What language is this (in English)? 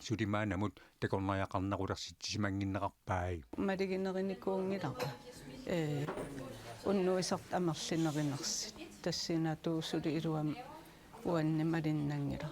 Kalaallisut